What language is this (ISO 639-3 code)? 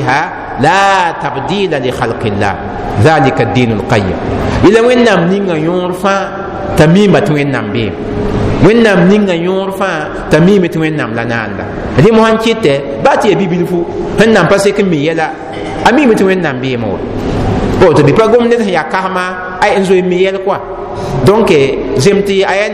mos